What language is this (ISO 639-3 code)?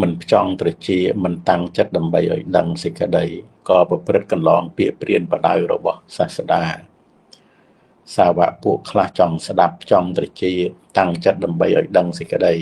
khm